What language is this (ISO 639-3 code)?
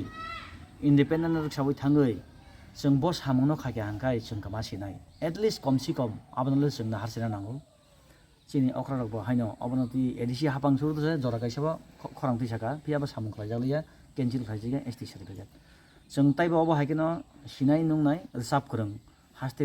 trp